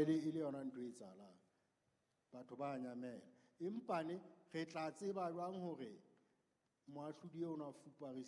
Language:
Southern Sotho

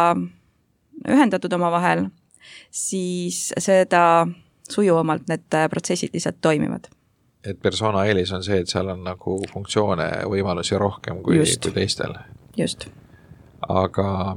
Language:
Estonian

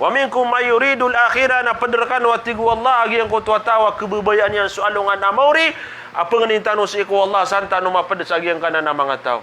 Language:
Maranao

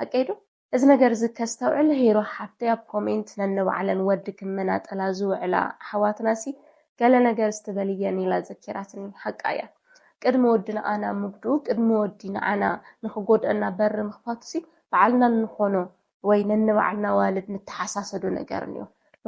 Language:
Tigrinya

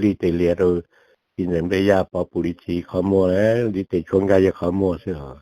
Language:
Hmong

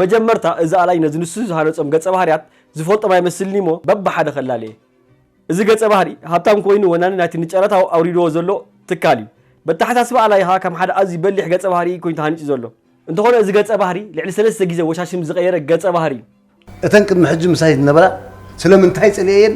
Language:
Tigrinya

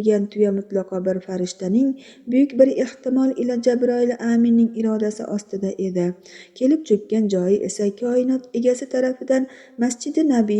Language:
Uzbek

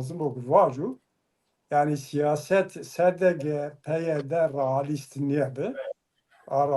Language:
Zaza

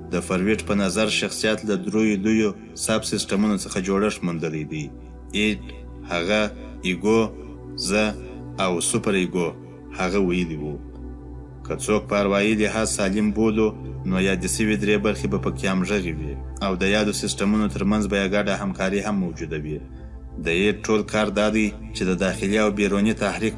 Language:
Pashto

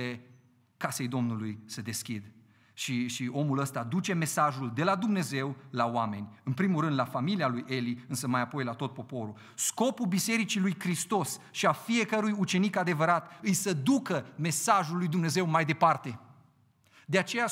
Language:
Romanian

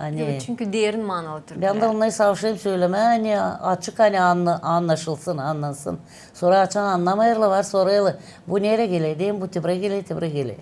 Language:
Gagauz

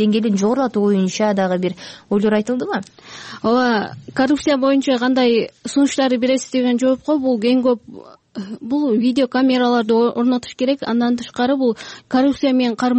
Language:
Kyrgyz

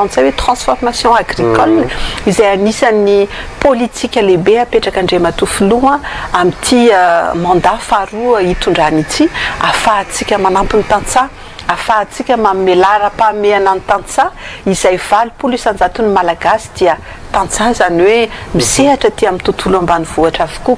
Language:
Malagasy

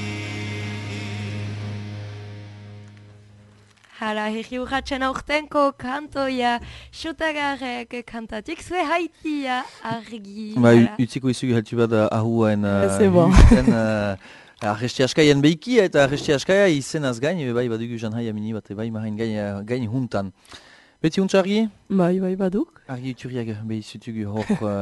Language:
Basque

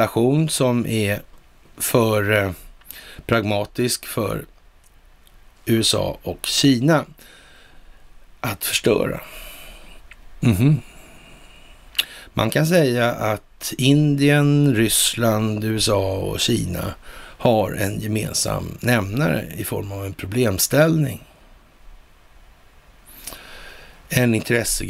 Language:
Swedish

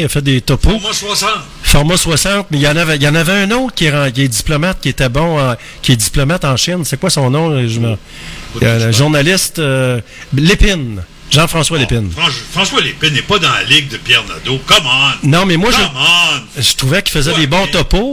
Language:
French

